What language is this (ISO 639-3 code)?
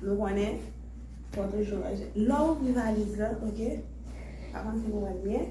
hat